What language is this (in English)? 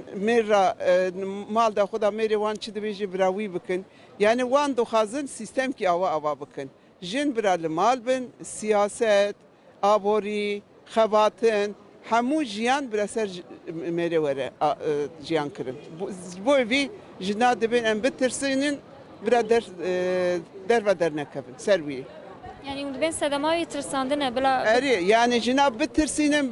Kurdish